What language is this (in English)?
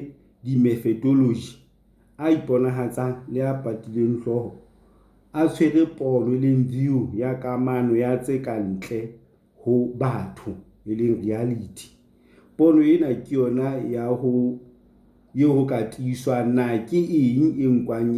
Southern Sotho